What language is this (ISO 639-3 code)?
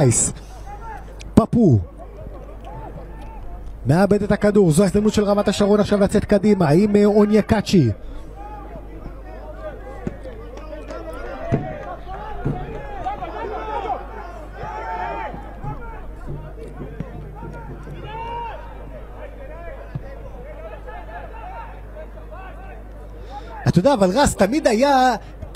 heb